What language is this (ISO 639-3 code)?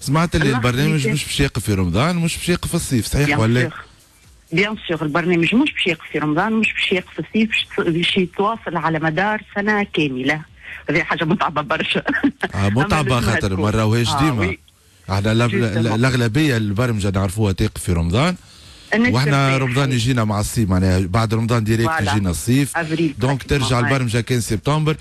aeb